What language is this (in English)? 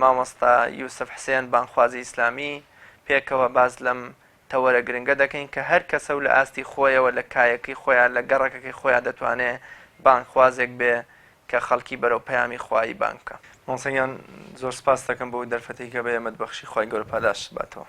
Central Kurdish